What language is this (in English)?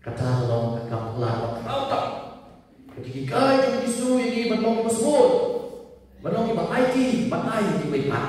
Khasi